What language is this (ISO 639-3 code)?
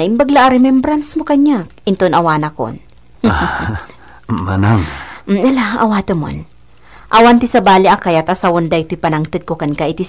ilo